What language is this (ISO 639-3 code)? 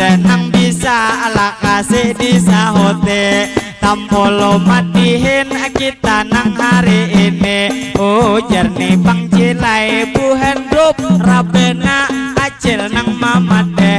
bjn